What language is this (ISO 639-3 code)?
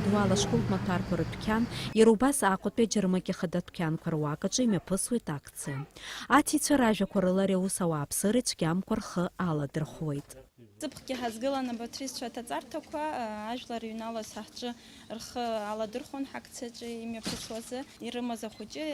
abk